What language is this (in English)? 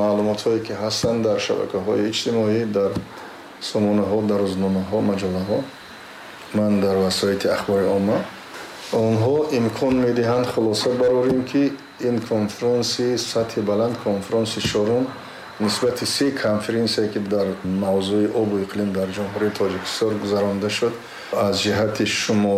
Tajik